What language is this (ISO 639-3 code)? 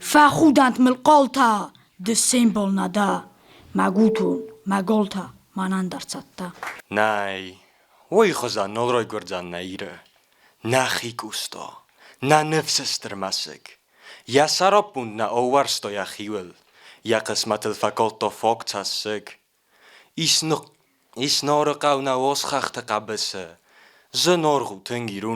oss